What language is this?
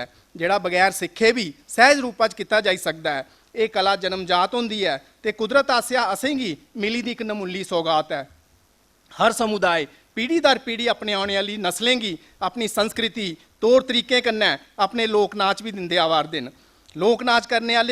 Dogri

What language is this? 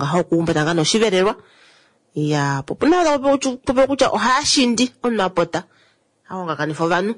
Kuanyama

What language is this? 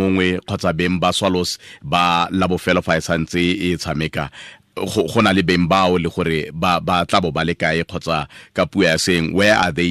Tswana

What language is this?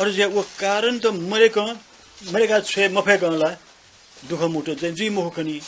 Newari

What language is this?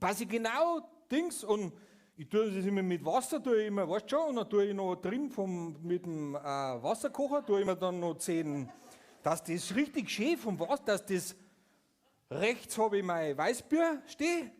Bavarian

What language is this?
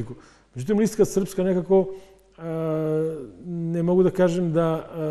Serbian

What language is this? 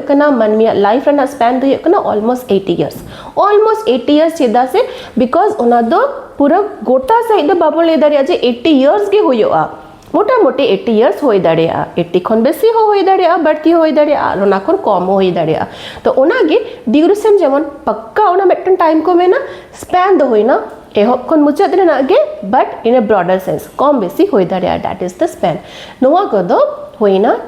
Santali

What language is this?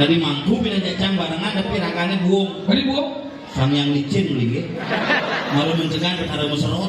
Balinese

